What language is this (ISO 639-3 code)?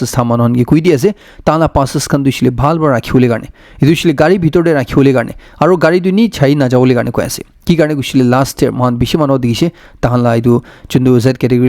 nag